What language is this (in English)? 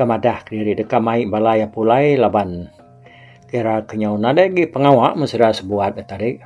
Iban